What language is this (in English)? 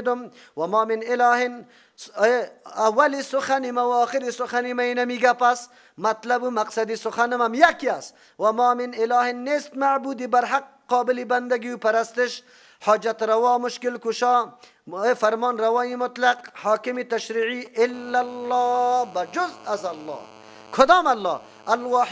Persian